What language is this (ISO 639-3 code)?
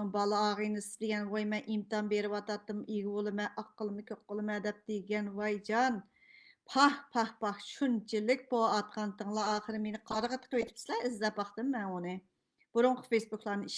uig